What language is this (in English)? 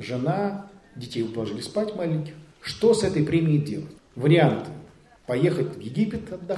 Russian